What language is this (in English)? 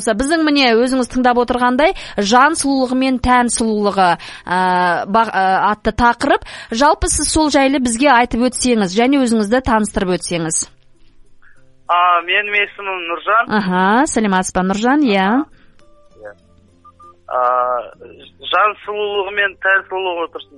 Kazakh